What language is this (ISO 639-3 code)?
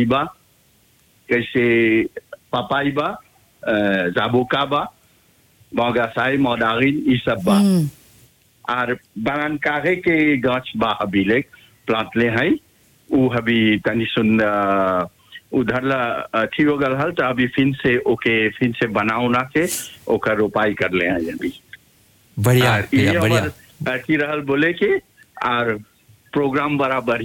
bho